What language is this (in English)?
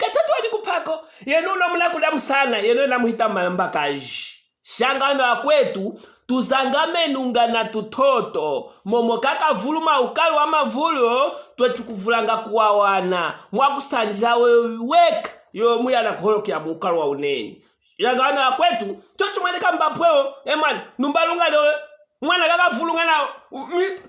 Luvale